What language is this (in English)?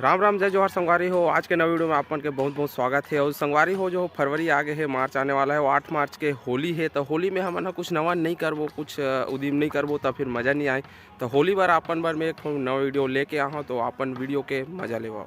Chhattisgarhi